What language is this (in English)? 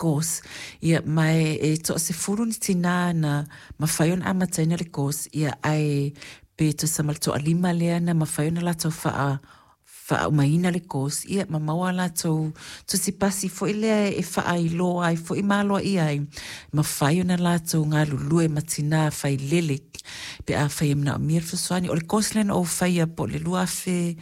Samoan